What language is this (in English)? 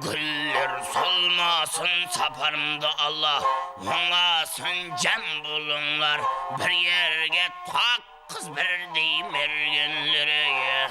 Kara-Kalpak